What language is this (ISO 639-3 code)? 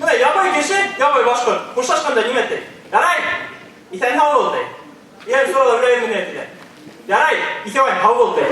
bak